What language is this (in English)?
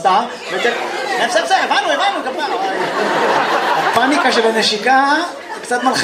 Hebrew